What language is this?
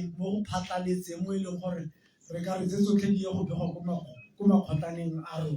Tswana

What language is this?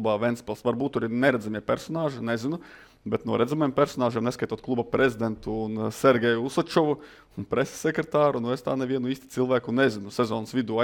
Latvian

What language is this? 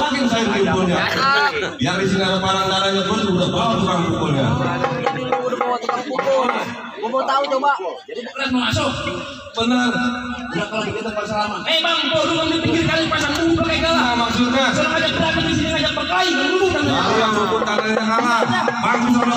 Betawi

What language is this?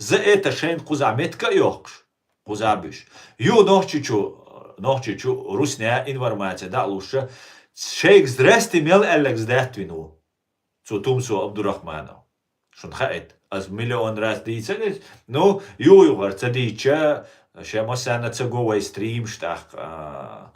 Chechen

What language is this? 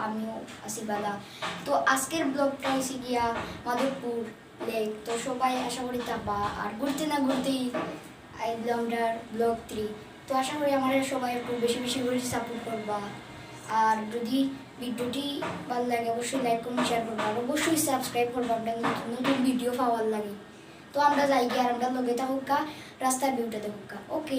Sylheti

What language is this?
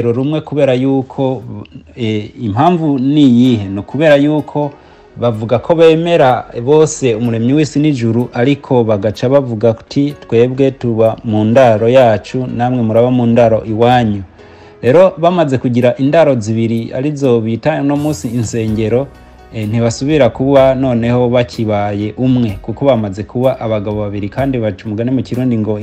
Rundi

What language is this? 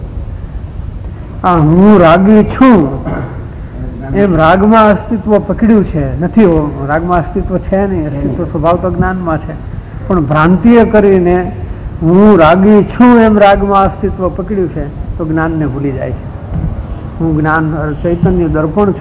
Gujarati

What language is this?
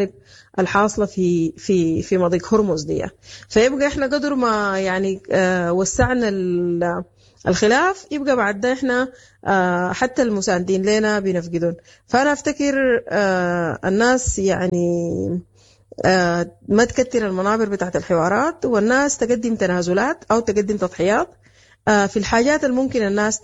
Sudanese Arabic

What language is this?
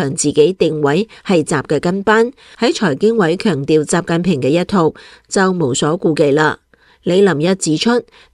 Cantonese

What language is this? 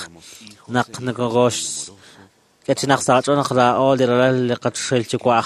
Kekchí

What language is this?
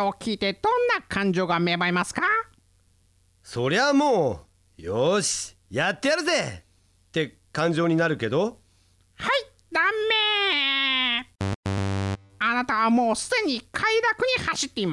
Japanese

